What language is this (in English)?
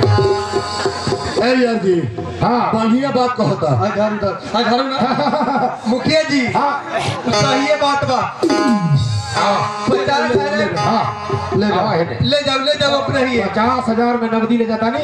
Bhojpuri